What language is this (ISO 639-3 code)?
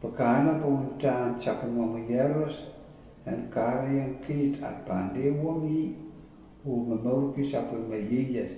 pon